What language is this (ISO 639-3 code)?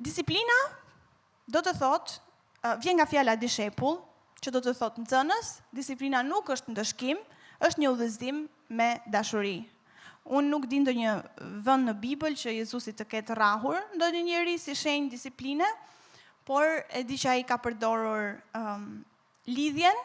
sqi